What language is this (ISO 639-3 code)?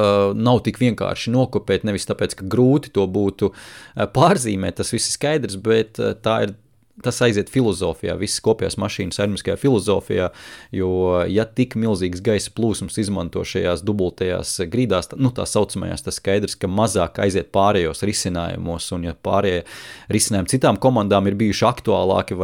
lav